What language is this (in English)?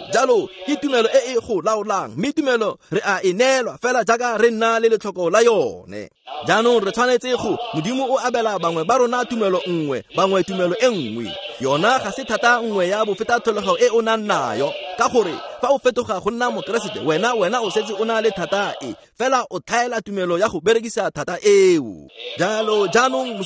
Tswana